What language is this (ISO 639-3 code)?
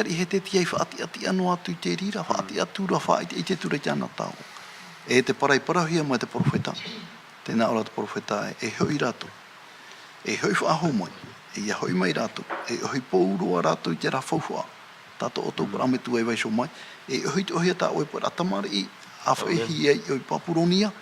tah